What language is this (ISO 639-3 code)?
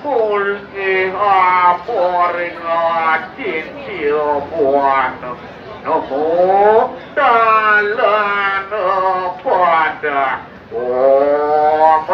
ban